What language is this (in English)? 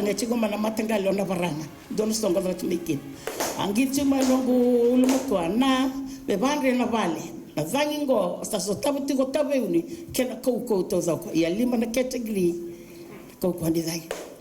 Fijian